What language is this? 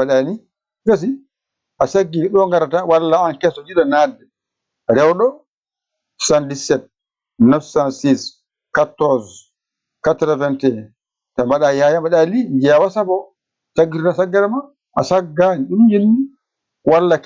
Fula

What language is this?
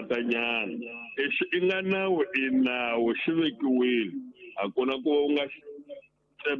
Tsonga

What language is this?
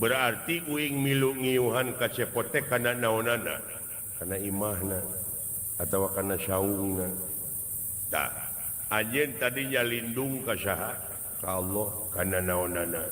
Sundanese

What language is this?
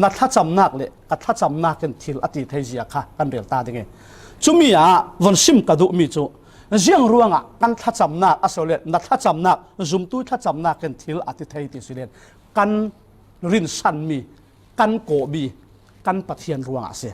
Falam Chin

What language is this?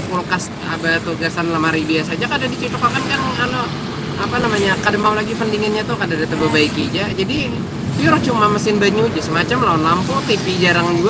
Banjar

